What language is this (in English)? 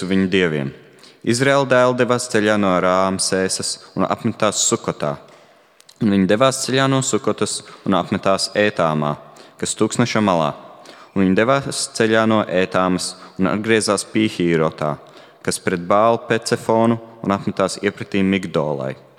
Latvian